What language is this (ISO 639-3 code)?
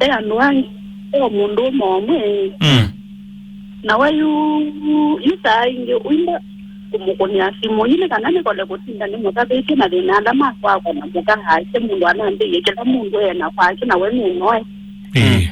kam